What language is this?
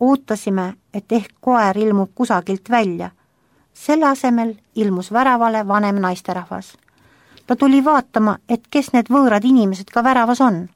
Estonian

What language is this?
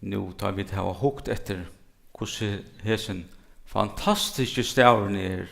Faroese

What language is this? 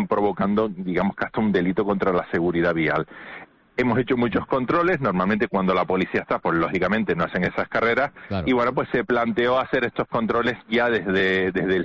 Spanish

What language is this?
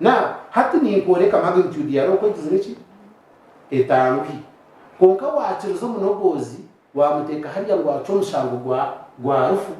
Nyankole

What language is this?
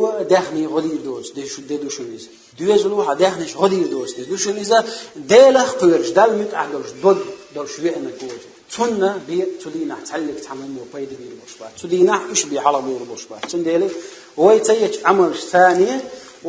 Chechen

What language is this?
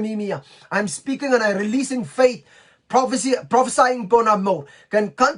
Pohnpeian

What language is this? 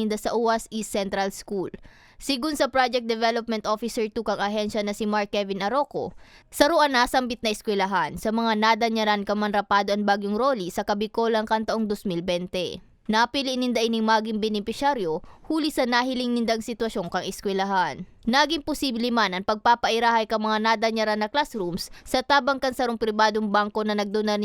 Bikol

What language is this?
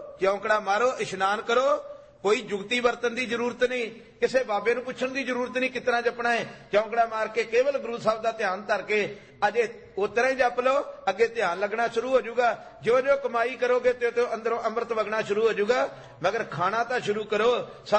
Punjabi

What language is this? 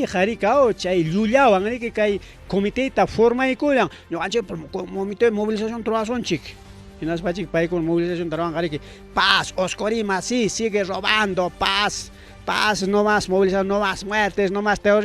Ayacucho Quechua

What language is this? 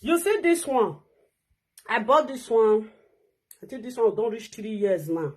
Nigerian Pidgin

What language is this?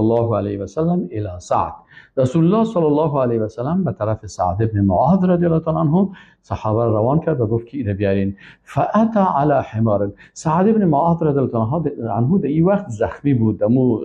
Persian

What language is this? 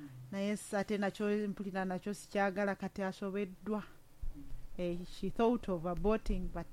Ganda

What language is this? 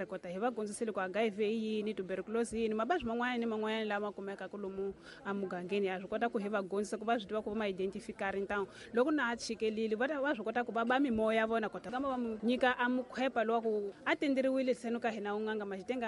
Tsonga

